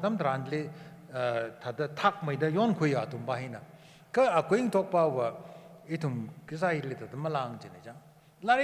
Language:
Tangkhul Naga (India)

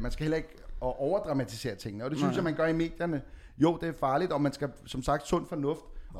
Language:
Danish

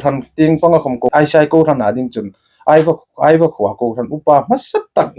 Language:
Hmar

